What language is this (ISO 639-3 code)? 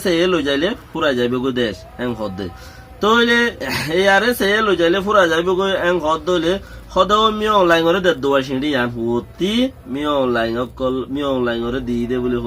rhg